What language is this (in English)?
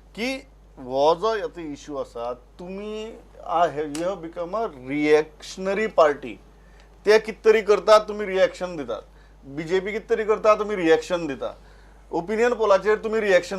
Konkani